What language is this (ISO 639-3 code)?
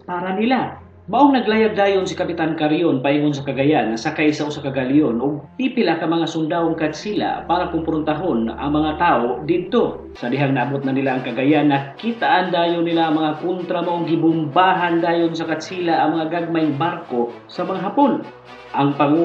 ceb